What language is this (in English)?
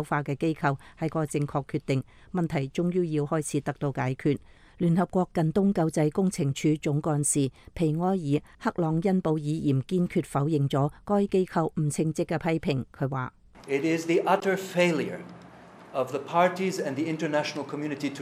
Cantonese